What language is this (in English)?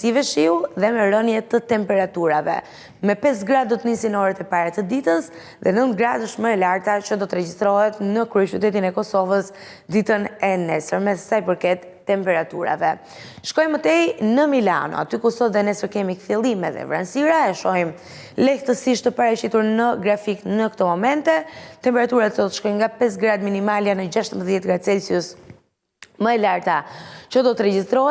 Albanian